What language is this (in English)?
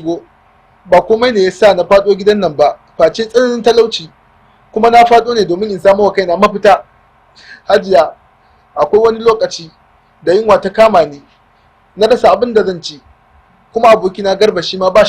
Hausa